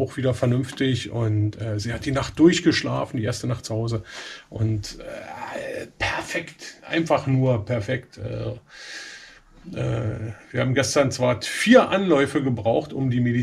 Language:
German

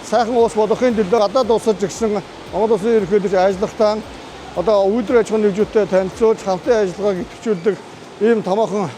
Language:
Mongolian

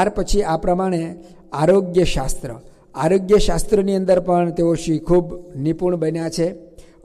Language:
Gujarati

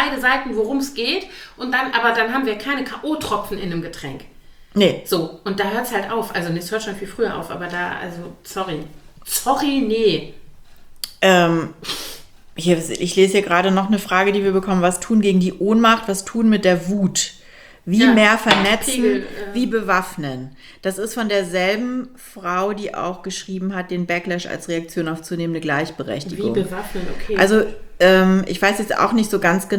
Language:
German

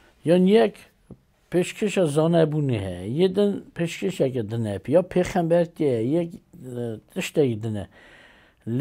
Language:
Kurdish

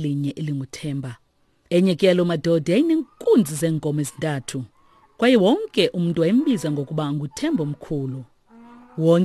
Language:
Xhosa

